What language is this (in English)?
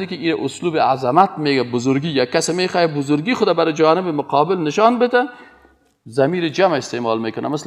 Persian